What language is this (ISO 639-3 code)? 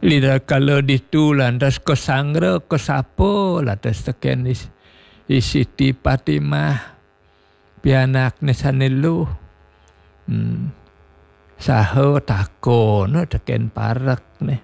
ban